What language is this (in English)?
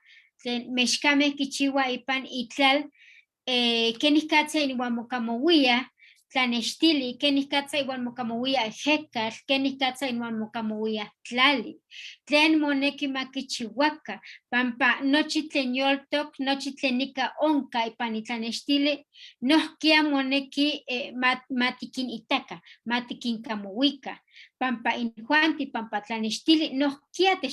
Eastern Huasteca Nahuatl